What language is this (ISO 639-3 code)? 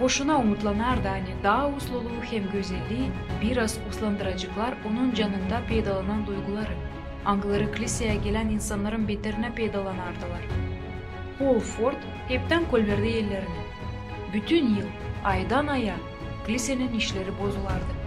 gag